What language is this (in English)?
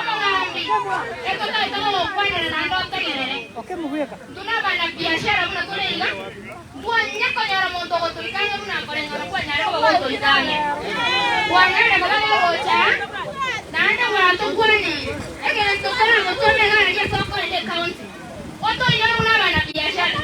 Gusii